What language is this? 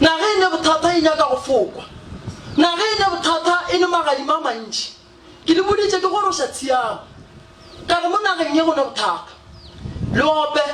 Northern Sotho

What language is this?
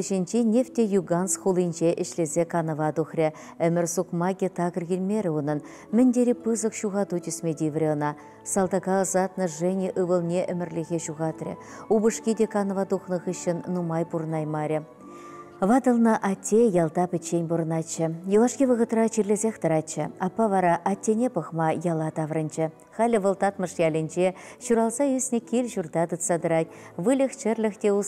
Chuvash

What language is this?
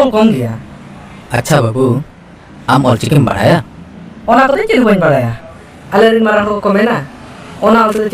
Santali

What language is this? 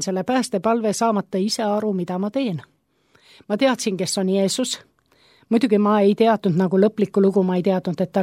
Estonian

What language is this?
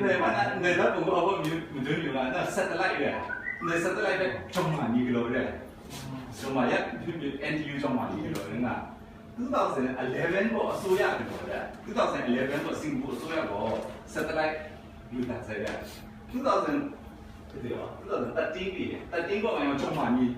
Kachin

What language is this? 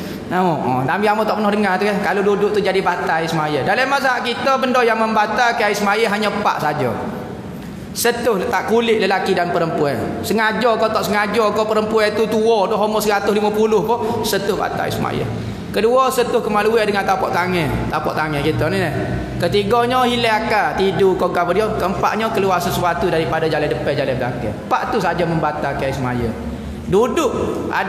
Malay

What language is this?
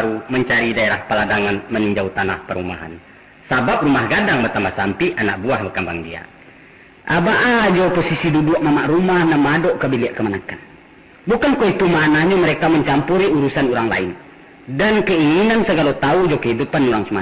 Minangkabau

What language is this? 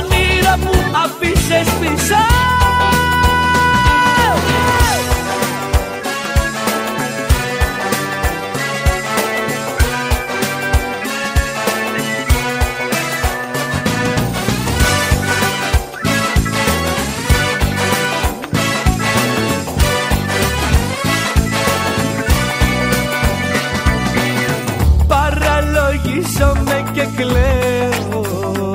Greek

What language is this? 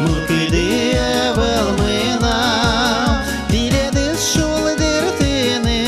Udmurt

